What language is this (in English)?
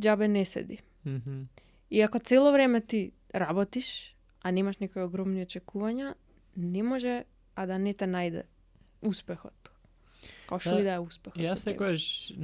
Macedonian